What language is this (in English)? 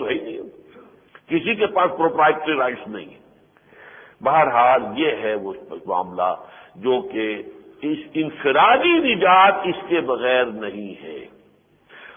Urdu